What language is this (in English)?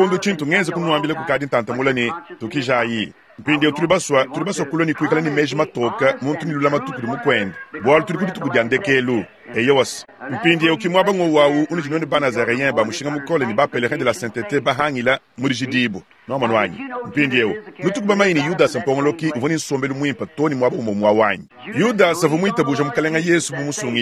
Luba-Lulua